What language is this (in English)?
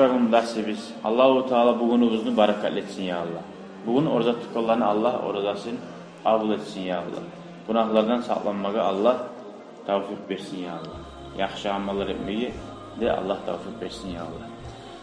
Kumyk